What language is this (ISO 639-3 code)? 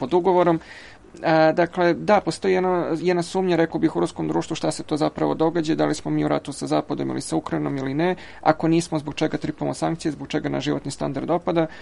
srp